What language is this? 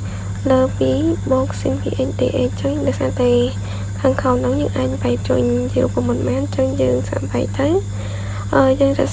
Khmer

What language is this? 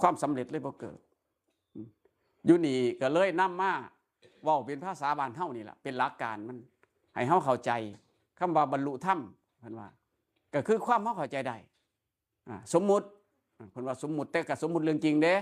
Northeastern Thai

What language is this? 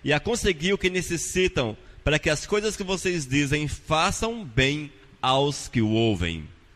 Portuguese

